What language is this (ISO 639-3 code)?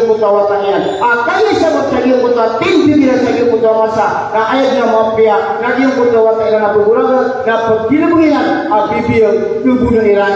mrw